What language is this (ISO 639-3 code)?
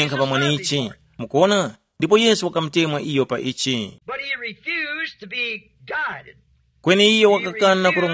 tum